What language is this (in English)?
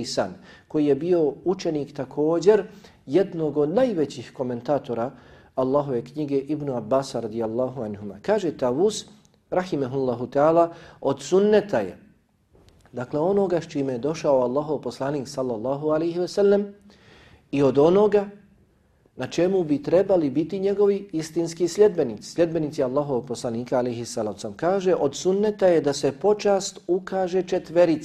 Bosnian